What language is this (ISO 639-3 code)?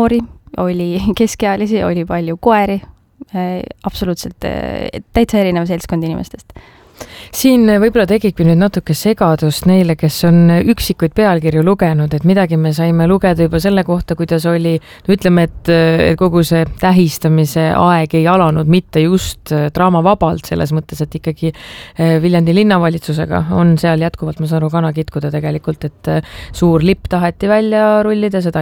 est